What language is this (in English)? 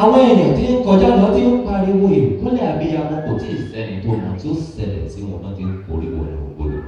Yoruba